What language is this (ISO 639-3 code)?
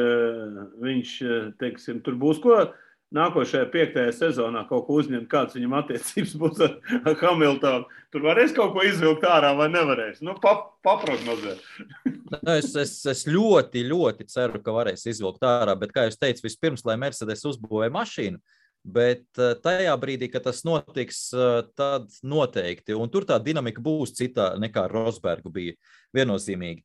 lav